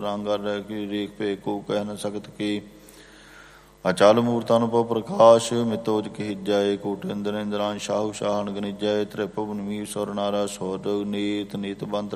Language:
Punjabi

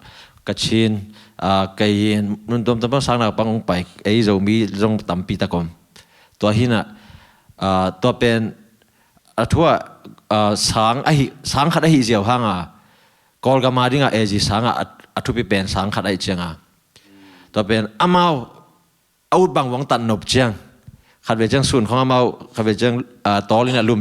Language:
Tedim Chin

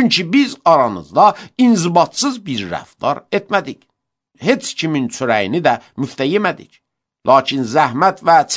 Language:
Azerbaijani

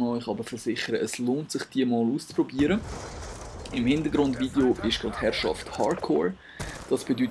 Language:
Swiss German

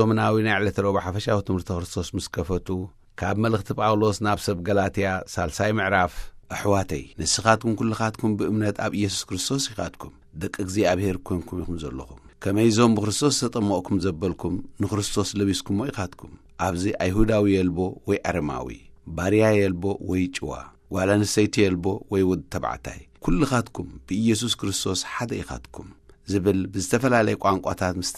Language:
Tigrinya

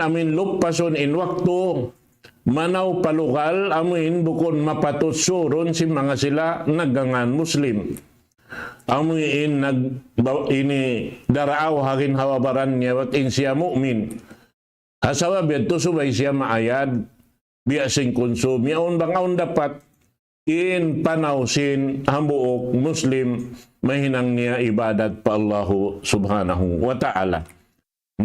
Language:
Tausug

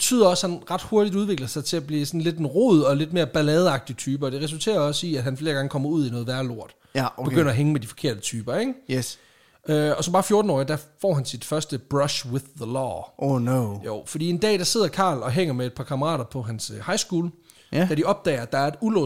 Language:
Danish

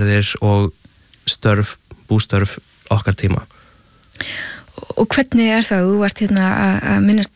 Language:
Icelandic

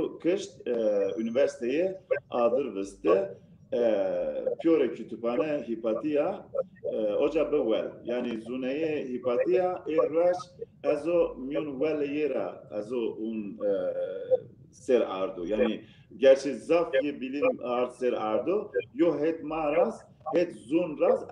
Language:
Zaza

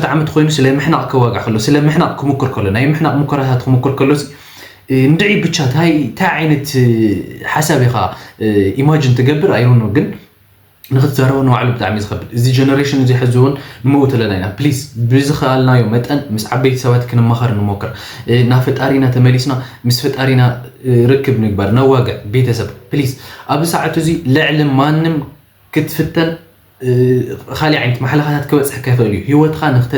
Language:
Tigrinya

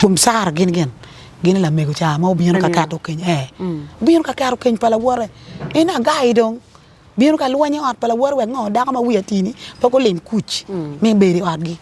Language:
Acoli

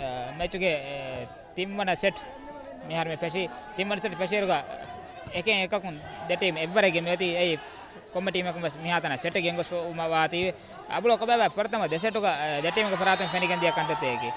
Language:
Divehi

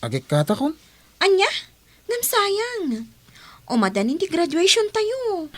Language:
Iloko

